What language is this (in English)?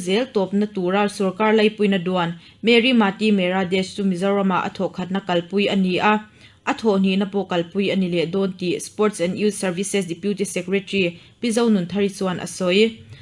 Mizo